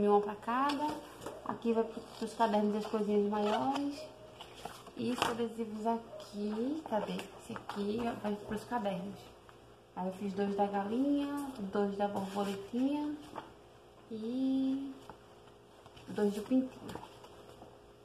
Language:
Portuguese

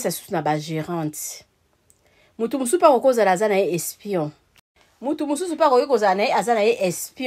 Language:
Lingala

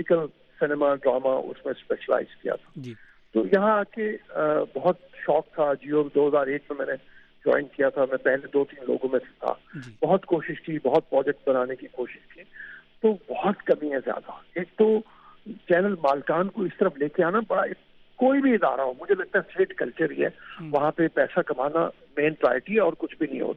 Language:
Urdu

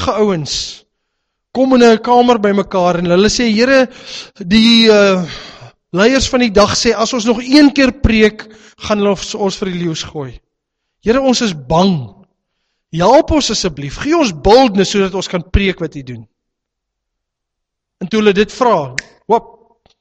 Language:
Afrikaans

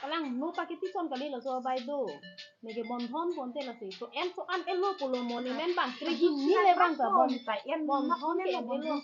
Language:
Karbi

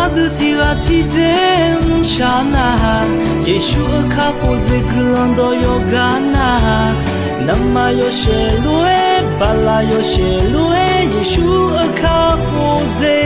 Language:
Akha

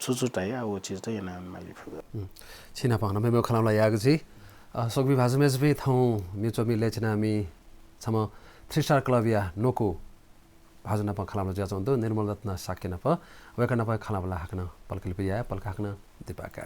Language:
Newari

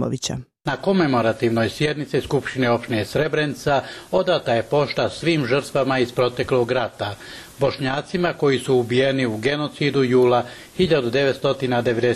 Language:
Bosnian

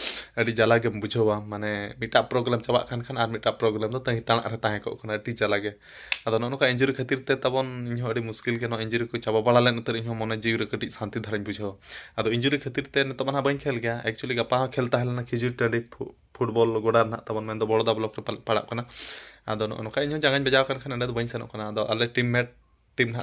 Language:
Santali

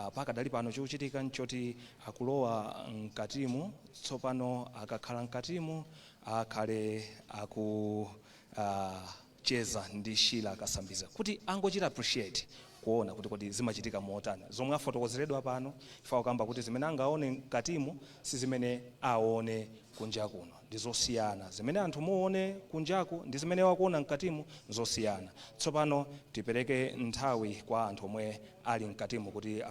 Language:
Nyanja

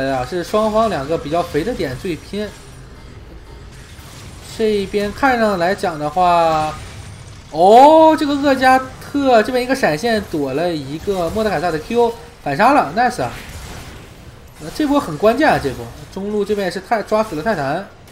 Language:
Chinese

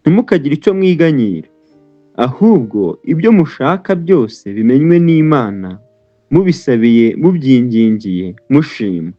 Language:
Kinyarwanda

